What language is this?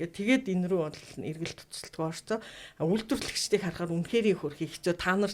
Mongolian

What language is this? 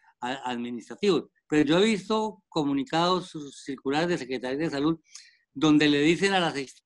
Spanish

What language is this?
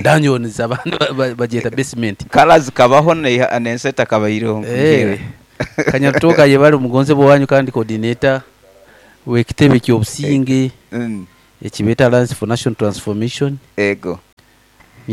Nyoro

